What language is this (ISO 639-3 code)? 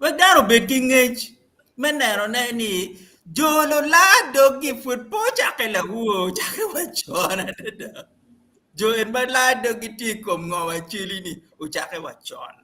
ach